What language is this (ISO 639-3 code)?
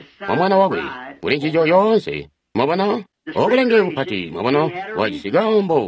toi